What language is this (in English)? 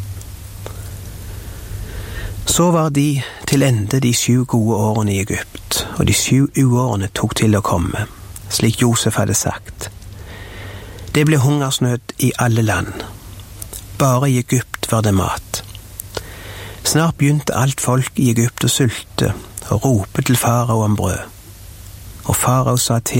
Norwegian